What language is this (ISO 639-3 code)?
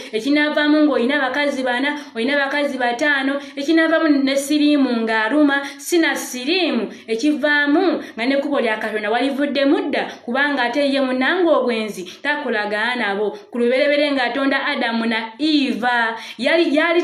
lug